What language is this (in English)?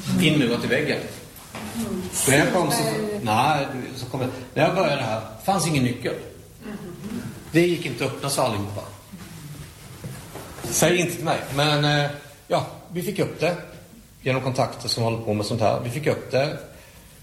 Swedish